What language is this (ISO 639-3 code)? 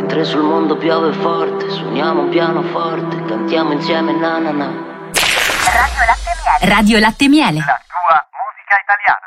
ita